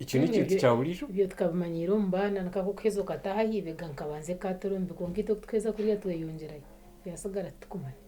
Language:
Nyankole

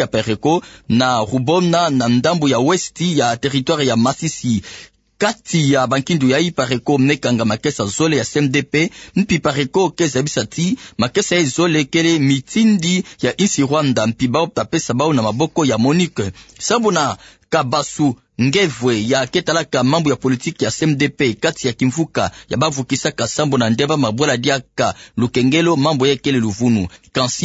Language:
Kituba (Democratic Republic of Congo)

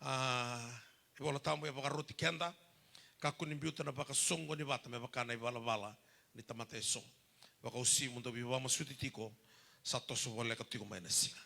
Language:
Fijian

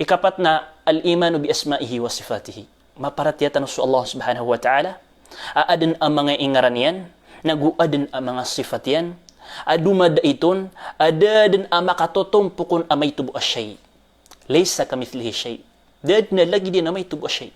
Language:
Maranao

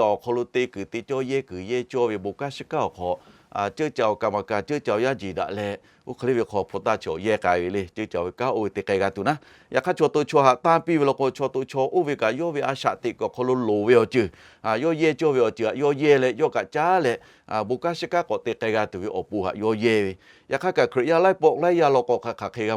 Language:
Lahu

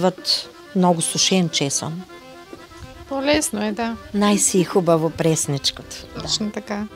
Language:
Bulgarian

